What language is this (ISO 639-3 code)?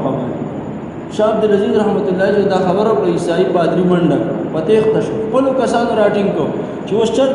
pus